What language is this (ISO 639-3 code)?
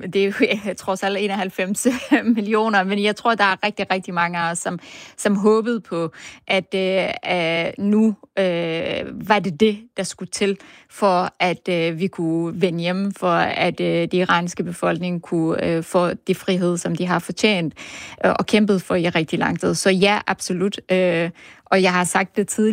dan